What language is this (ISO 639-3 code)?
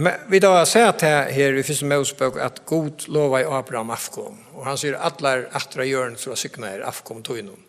fao